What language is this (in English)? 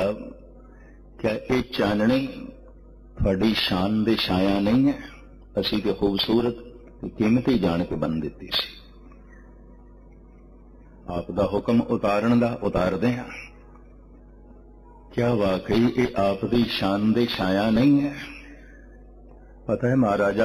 Punjabi